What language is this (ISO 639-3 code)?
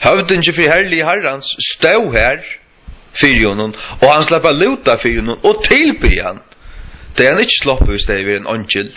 fao